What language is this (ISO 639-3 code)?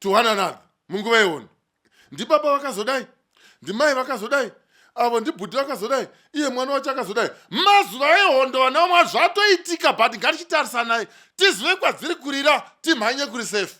sna